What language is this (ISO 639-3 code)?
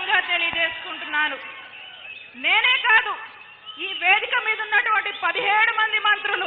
tel